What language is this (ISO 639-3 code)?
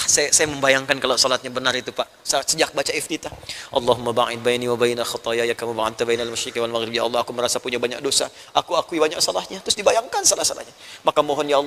ind